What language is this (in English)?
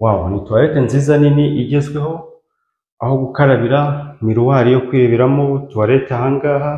Kinyarwanda